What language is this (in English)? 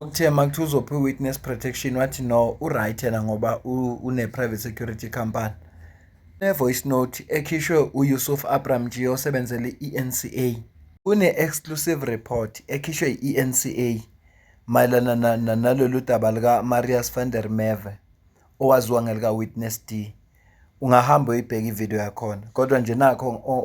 Zulu